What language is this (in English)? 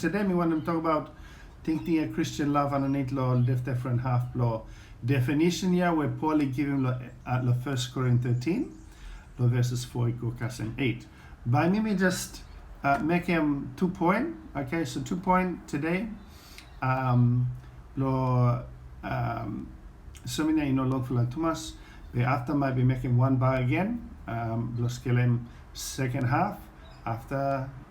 Bislama